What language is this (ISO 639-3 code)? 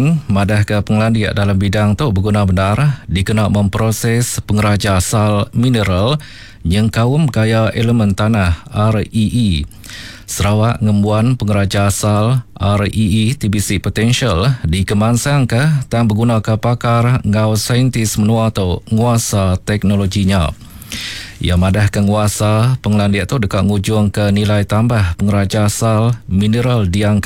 iba